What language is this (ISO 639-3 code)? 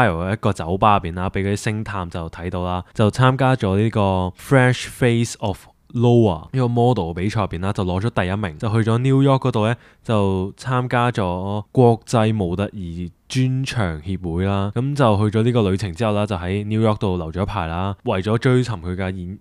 yue